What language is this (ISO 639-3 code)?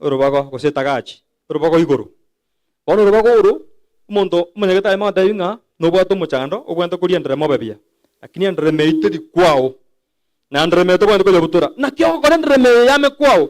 guz